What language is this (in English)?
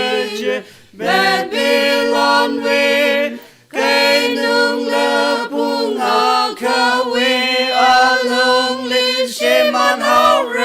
Tangkhul Naga (India)